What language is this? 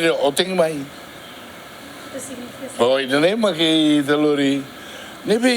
Tetum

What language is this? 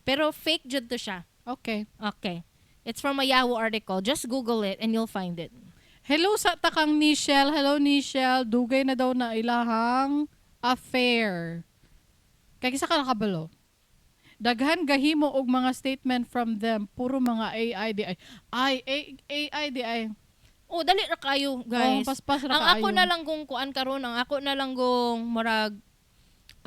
Cebuano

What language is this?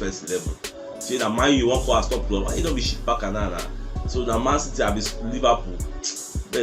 Nigerian Pidgin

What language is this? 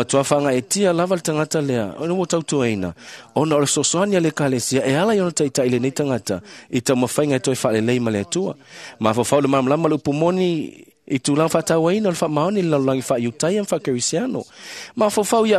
Samoan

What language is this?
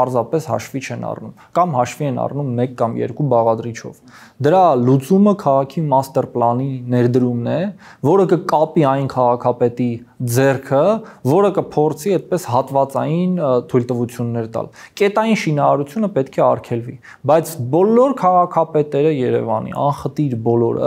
Armenian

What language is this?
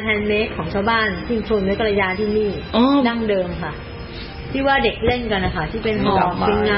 Thai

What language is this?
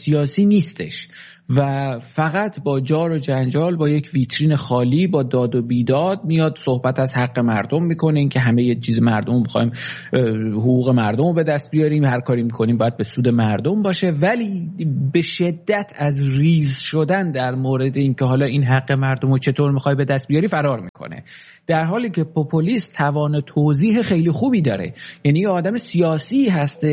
Persian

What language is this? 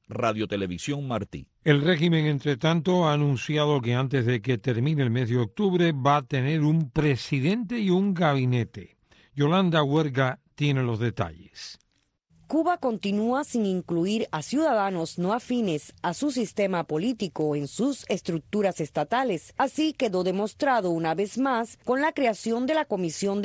Spanish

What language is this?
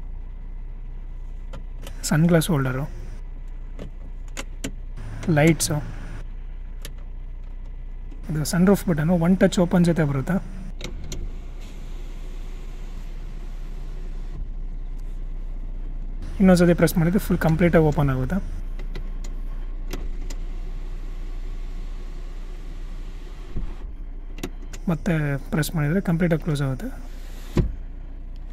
Kannada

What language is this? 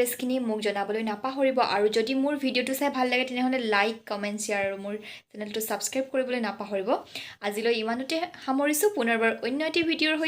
Assamese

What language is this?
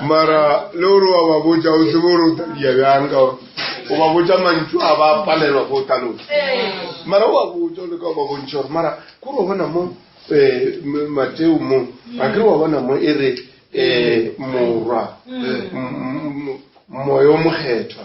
Northern Sotho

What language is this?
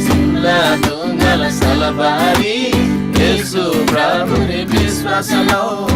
Eastern Tamang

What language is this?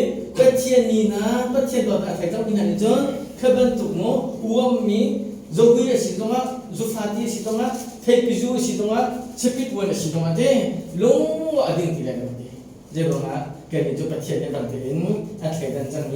Hakha Chin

